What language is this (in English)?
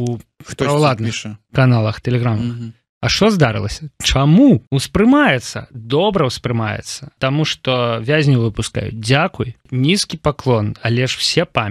Belarusian